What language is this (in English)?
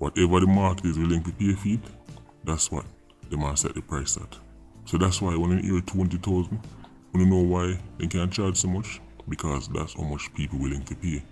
Jamaican Creole English